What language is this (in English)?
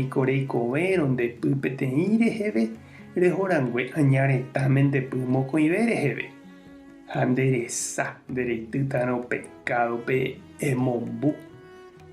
Guarani